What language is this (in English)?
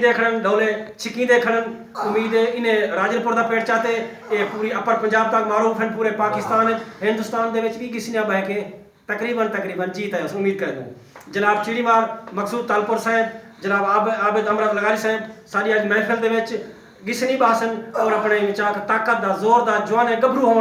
Saraiki